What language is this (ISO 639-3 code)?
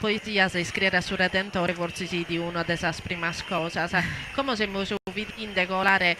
srd